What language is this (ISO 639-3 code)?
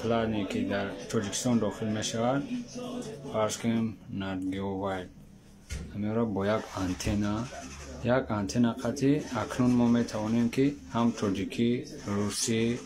tgk